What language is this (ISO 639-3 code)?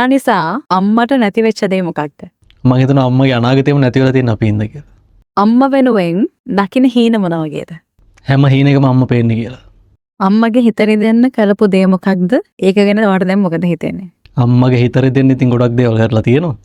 sin